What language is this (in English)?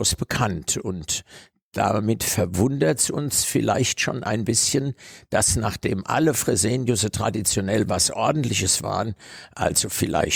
German